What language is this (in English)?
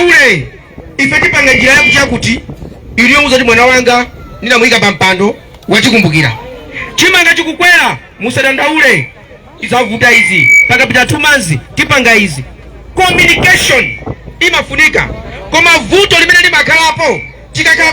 Nyanja